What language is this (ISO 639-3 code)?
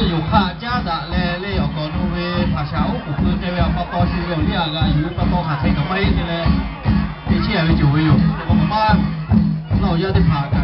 lhu